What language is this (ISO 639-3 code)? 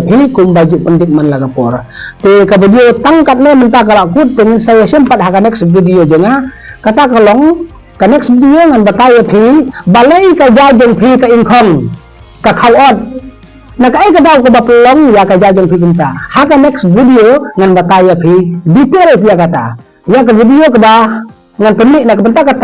kha